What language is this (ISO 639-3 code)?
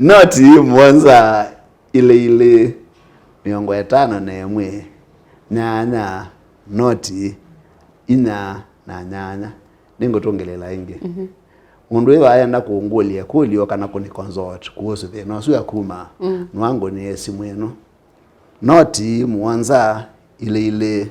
kam